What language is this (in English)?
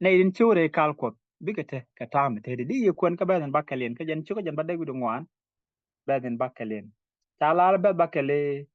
Nuer